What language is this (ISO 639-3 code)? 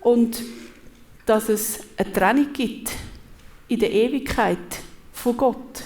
gsw